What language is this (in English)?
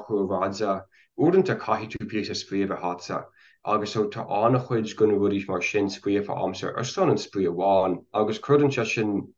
Irish